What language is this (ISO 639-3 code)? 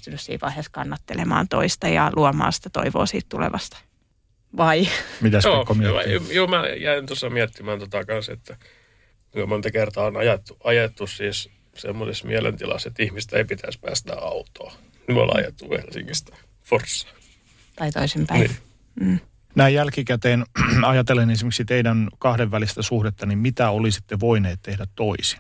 fin